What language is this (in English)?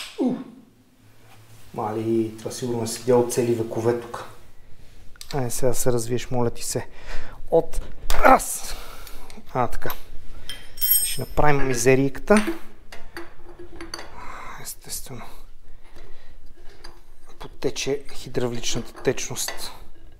Bulgarian